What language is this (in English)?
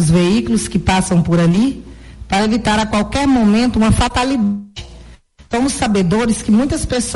Portuguese